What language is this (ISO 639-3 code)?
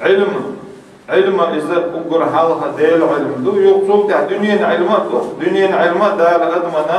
che